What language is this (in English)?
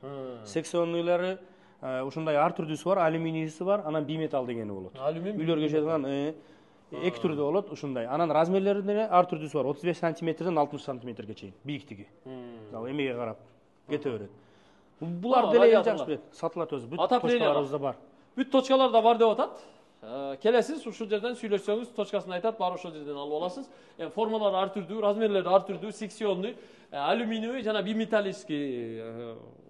Kyrgyz